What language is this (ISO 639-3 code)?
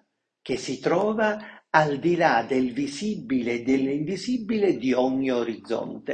ita